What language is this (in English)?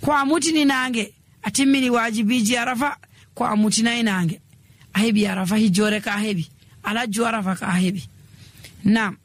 Nigerian Fulfulde